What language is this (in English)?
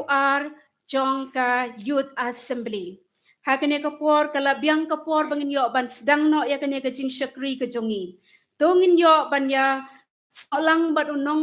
Khasi